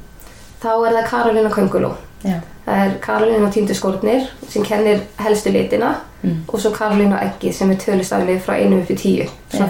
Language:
Icelandic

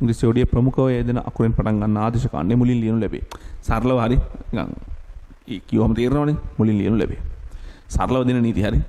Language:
Sinhala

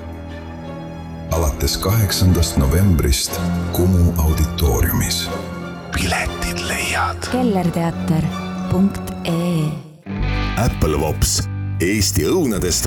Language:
Estonian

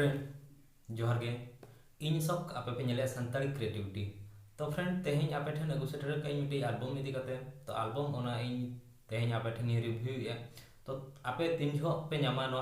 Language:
Santali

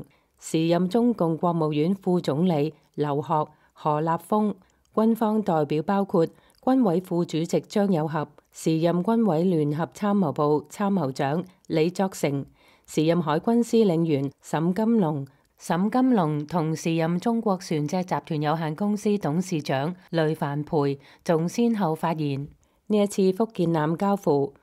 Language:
Cantonese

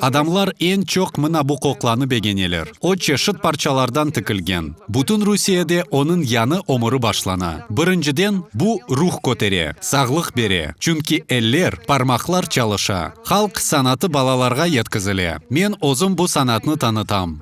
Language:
Crimean Tatar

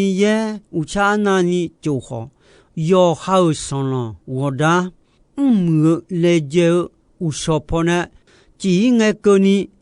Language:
Akha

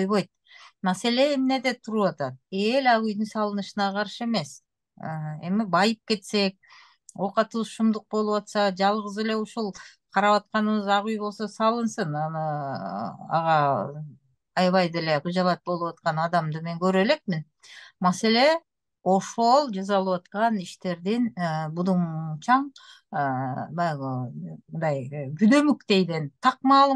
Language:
Kyrgyz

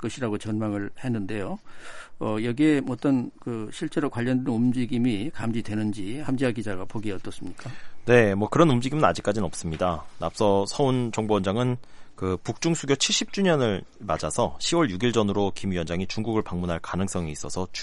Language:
Korean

